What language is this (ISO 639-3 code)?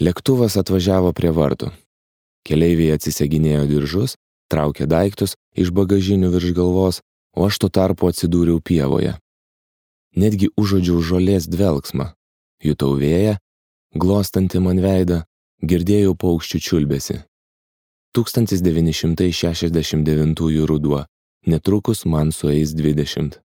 lit